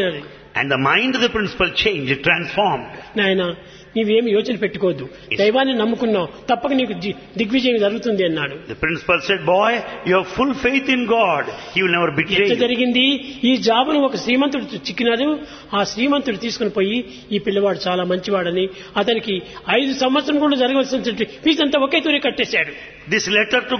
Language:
Telugu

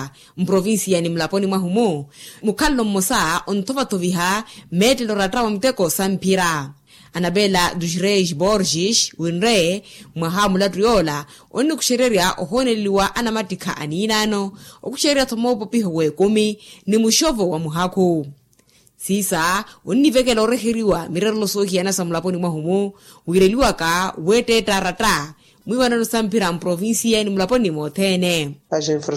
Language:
Makhuwa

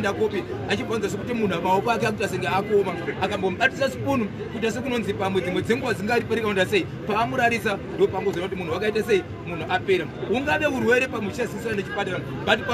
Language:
Shona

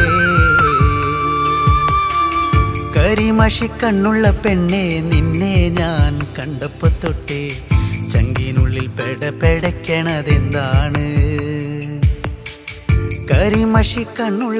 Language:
Malayalam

